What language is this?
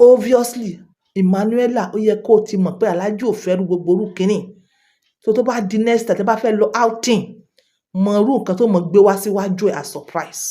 Yoruba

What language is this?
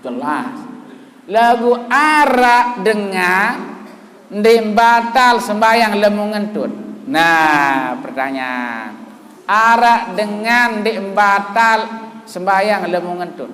Sasak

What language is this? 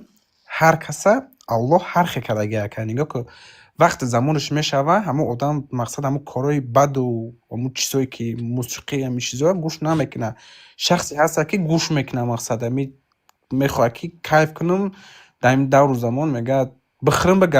Tajik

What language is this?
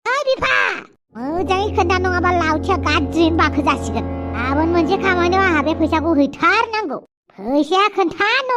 Bodo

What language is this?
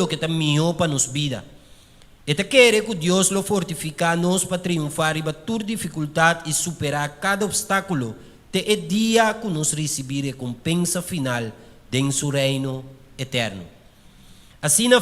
Papiamento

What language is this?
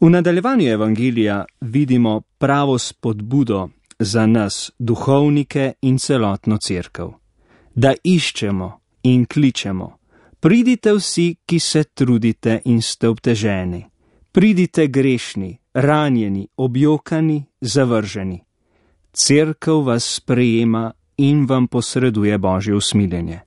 Slovenian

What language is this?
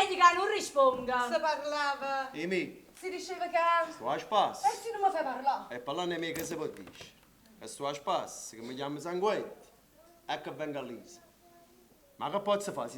Neapolitan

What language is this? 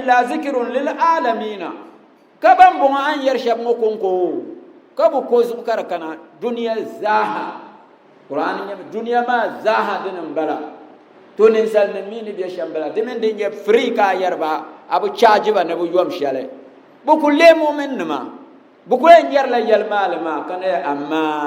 Dagbani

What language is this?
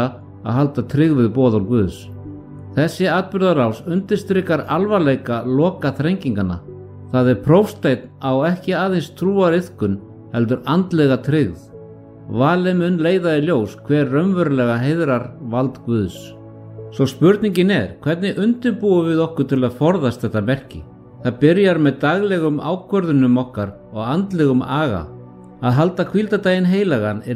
Icelandic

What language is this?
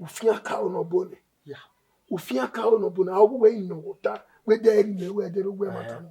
Bini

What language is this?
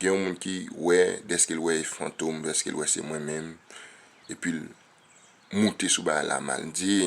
Haitian Creole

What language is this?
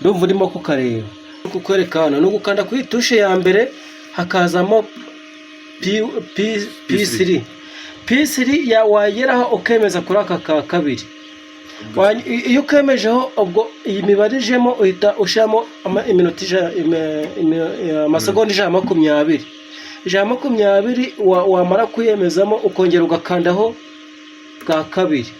Kinyarwanda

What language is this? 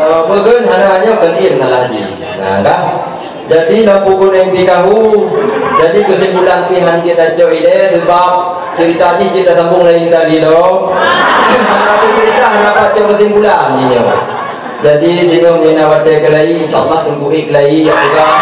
Achinese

